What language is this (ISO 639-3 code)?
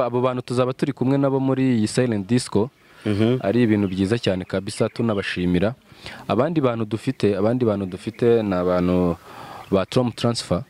kin